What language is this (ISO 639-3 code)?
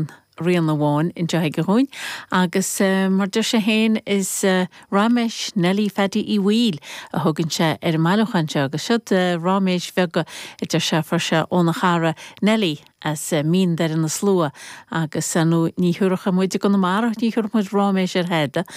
gle